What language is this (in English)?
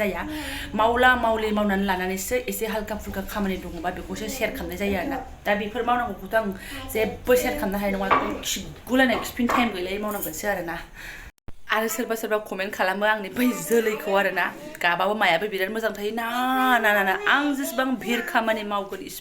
Bodo